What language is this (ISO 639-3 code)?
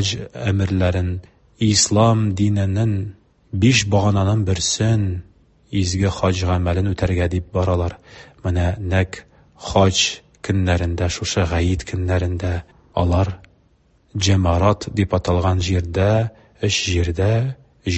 tat